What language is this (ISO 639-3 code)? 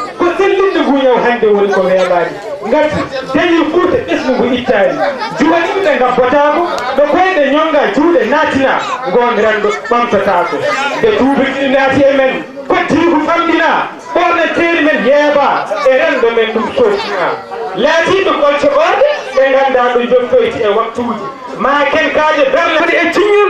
ful